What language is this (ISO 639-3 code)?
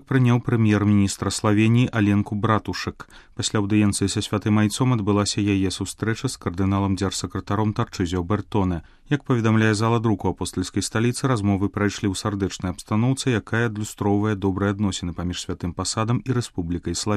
bel